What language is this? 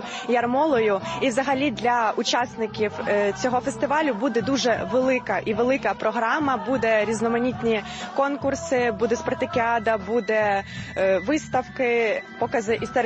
Ukrainian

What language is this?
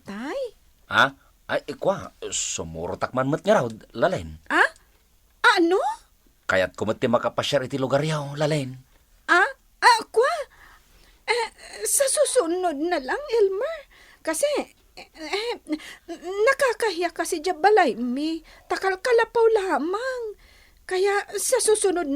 Iloko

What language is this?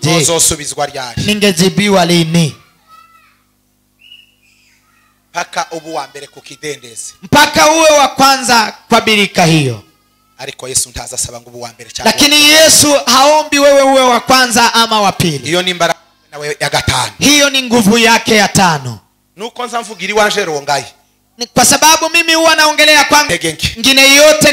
Kinyarwanda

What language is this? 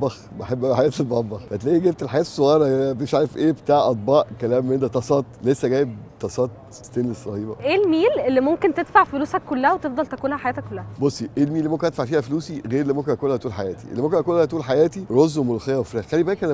Egyptian Arabic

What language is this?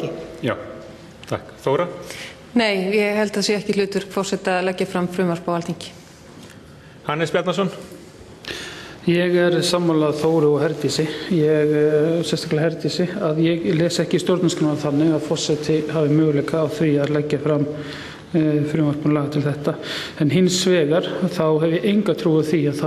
Icelandic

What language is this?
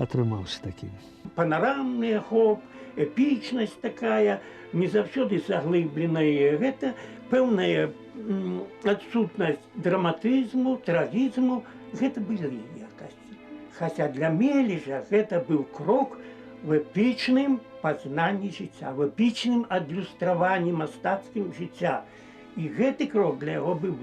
Belarusian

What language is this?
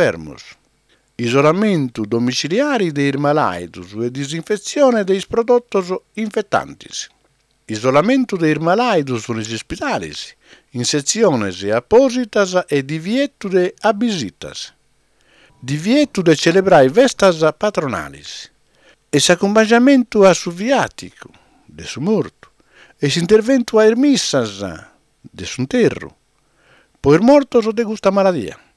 Sardinian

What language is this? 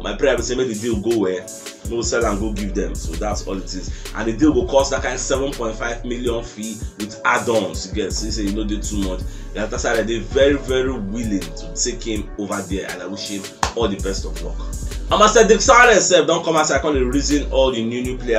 Nigerian Pidgin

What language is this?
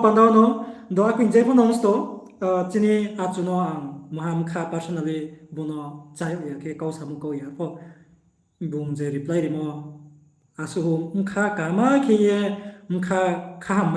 Riang (India)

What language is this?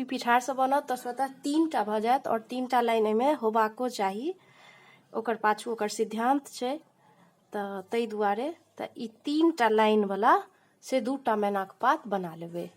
Maithili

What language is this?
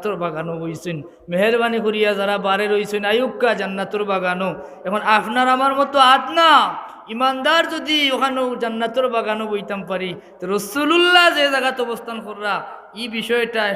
Sylheti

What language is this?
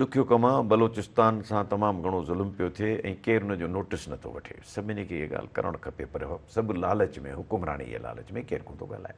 Sindhi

